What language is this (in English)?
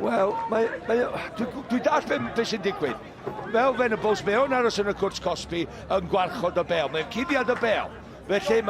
Welsh